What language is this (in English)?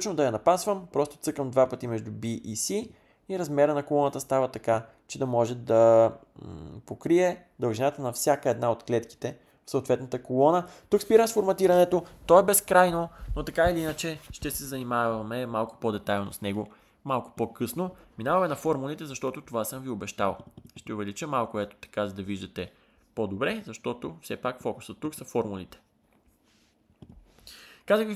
Bulgarian